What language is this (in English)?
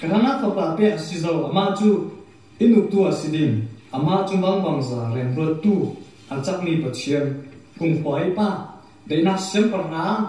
Falam Chin